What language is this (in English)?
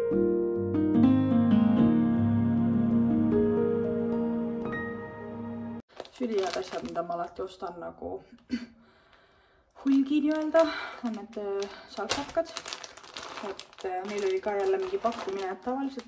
Estonian